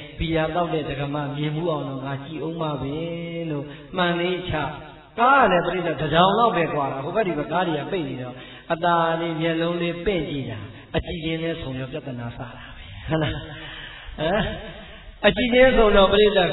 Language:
Burmese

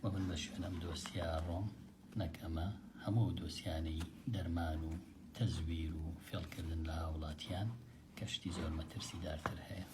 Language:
Central Kurdish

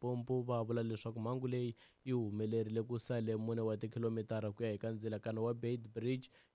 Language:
Tsonga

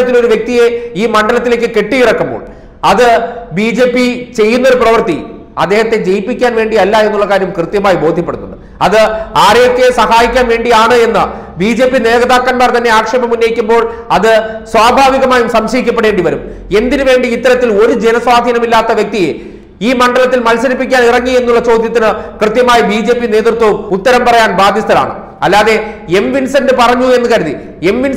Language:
Malayalam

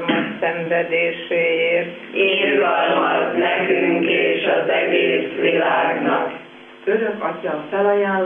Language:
Hungarian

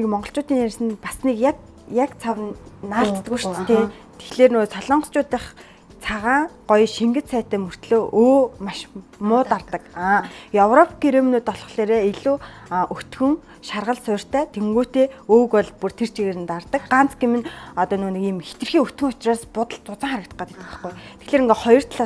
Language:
Mongolian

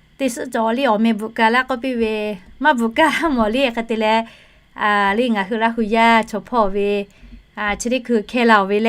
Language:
Lahu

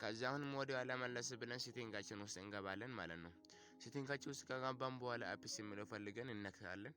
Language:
Amharic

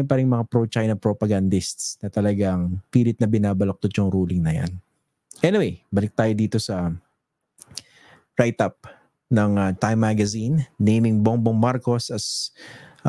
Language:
Filipino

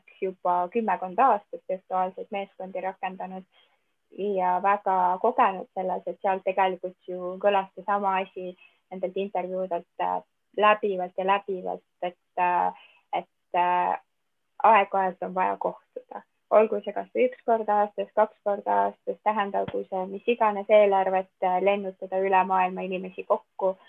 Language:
Estonian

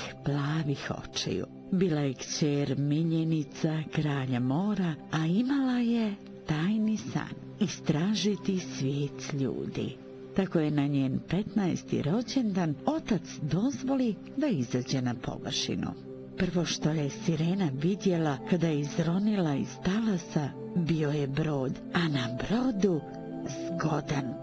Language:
Bosnian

